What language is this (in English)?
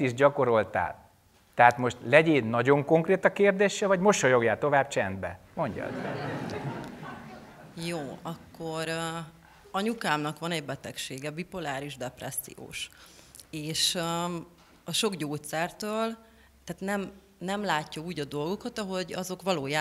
Hungarian